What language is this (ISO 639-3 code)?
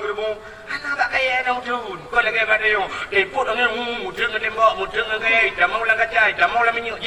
ace